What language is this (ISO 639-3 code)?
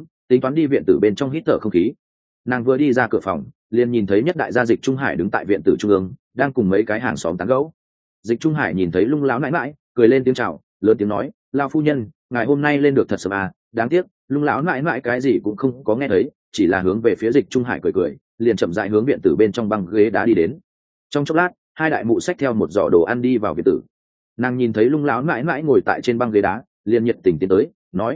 vie